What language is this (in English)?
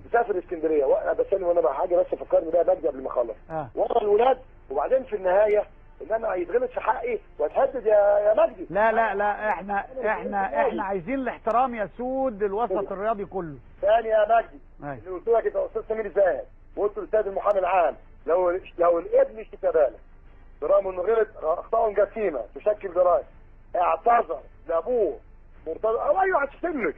Egyptian Arabic